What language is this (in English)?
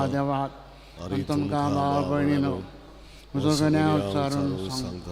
Konkani